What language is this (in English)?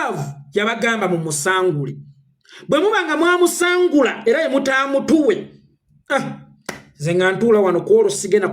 Ganda